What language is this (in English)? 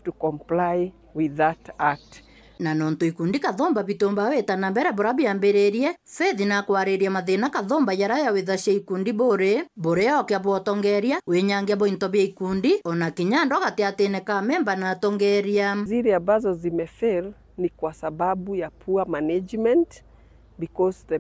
Meru